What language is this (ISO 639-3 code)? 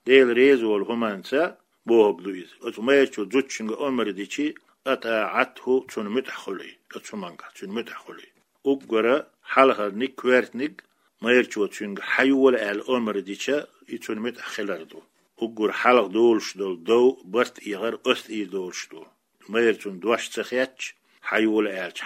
che